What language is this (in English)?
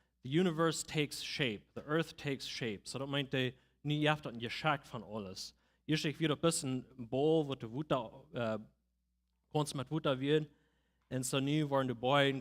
Plautdietsch